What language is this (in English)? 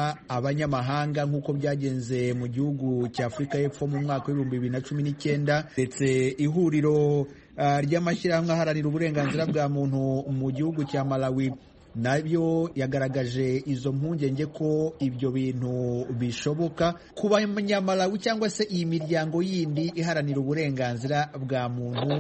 Kinyarwanda